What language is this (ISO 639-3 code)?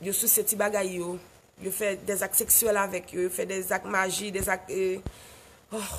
hat